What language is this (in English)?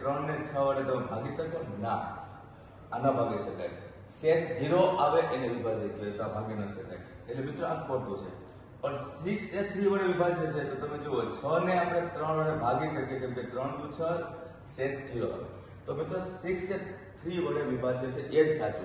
Gujarati